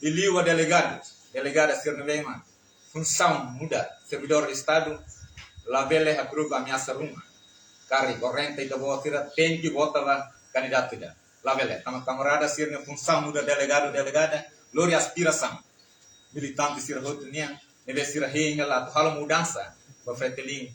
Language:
Tetum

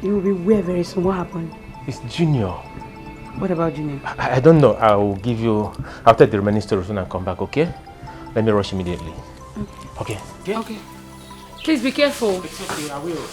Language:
Nigerian Pidgin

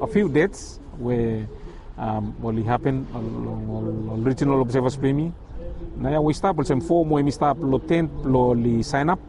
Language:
Bislama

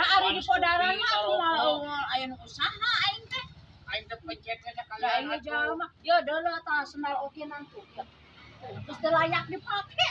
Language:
Sundanese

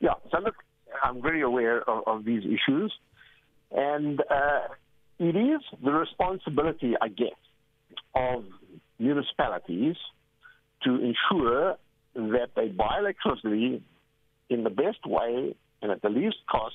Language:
English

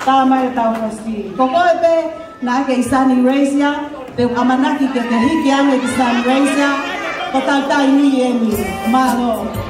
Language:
Tongan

